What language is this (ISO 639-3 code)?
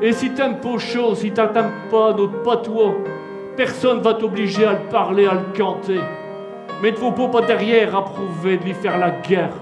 pcd